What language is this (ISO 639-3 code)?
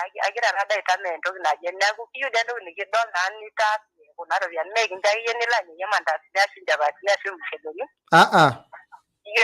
mas